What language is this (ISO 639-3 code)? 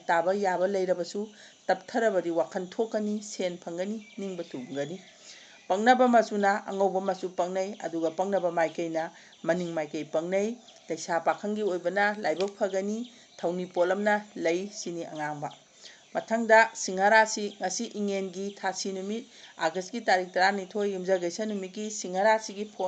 mni